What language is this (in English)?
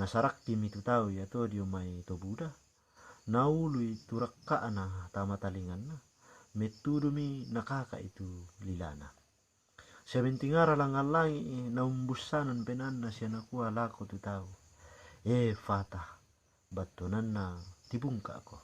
Toraja-Sa'dan